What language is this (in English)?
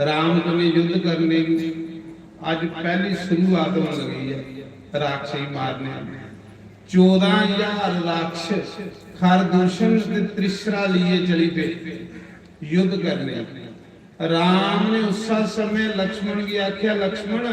Dogri